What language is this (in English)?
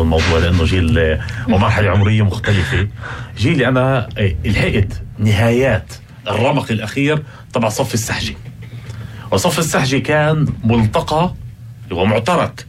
North Levantine Arabic